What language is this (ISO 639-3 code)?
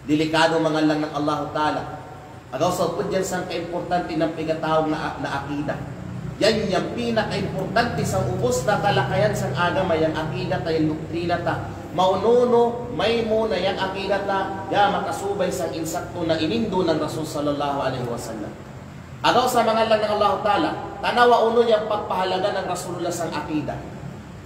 kqe